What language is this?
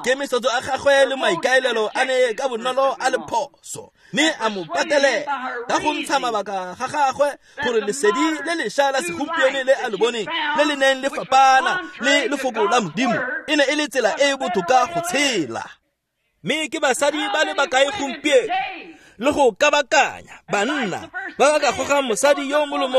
Tswana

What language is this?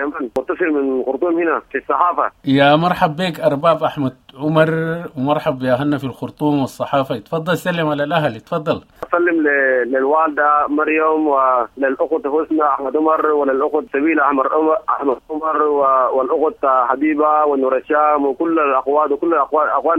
Sudanese Arabic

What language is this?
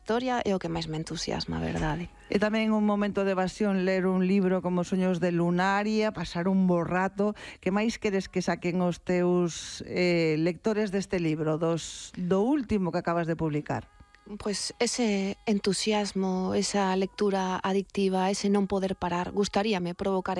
Galician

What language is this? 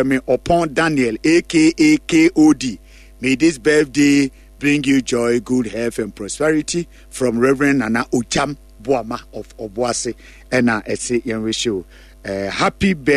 Akan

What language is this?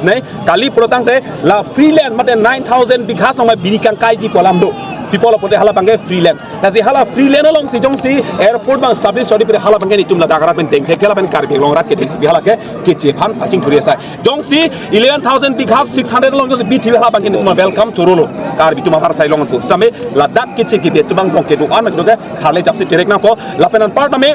Karbi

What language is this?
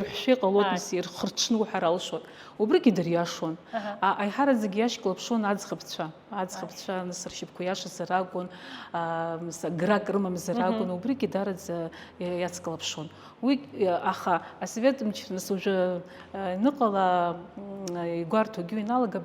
Abkhazian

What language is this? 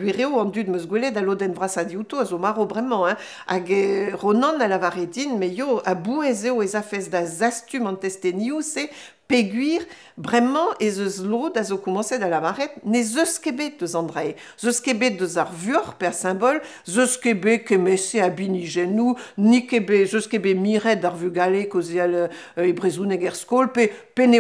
Breton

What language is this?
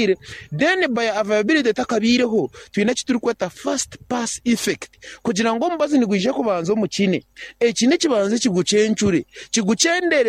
Nyankole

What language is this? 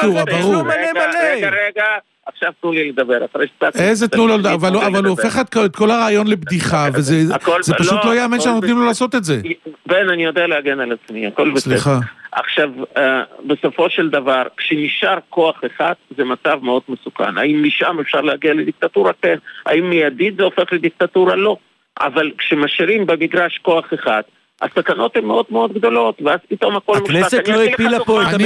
Hebrew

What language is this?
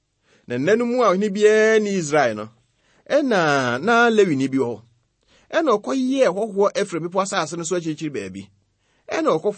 Akan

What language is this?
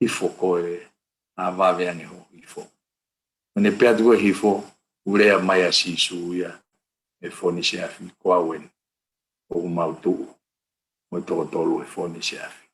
Tongan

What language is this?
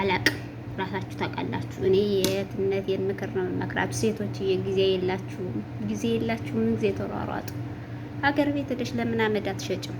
Amharic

